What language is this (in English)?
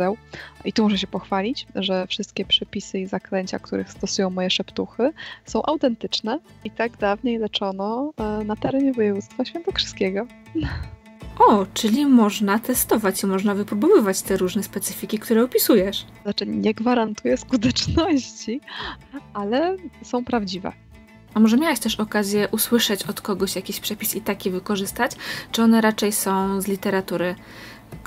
Polish